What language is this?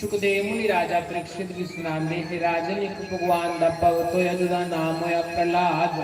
Dogri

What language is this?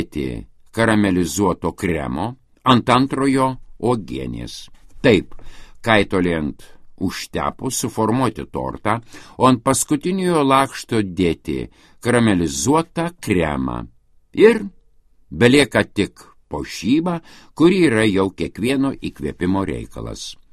Lithuanian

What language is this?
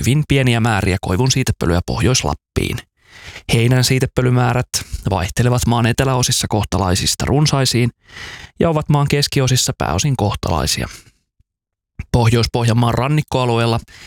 Finnish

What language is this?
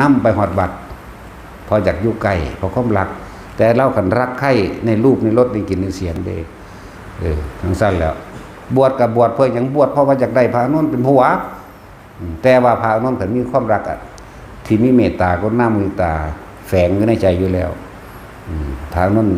Northeastern Thai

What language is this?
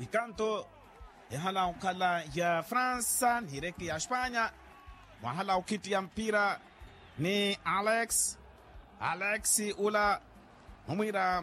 Makhuwa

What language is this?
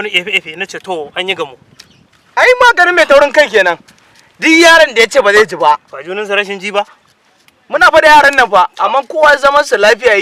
Hausa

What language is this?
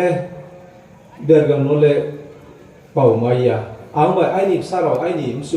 Riang (India)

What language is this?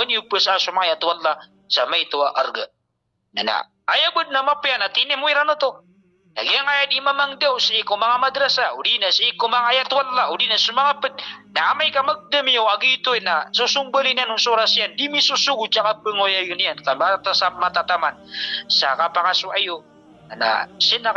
Maranao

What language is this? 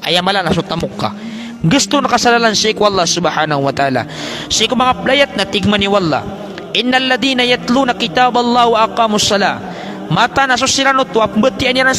Maranao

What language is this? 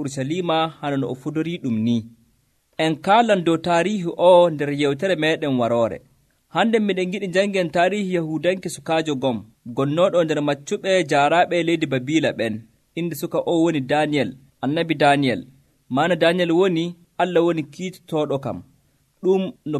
Nigerian Fulfulde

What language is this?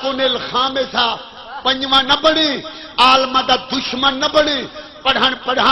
Saraiki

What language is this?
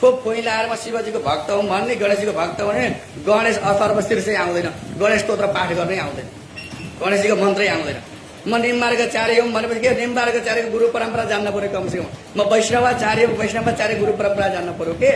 Nepali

